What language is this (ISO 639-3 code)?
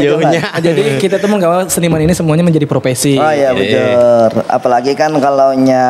bjn